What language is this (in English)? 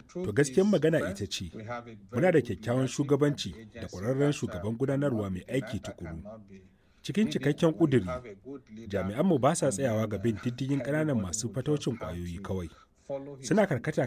Hausa